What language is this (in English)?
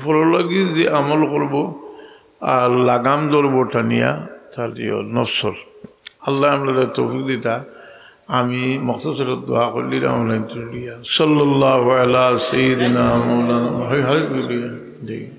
Sylheti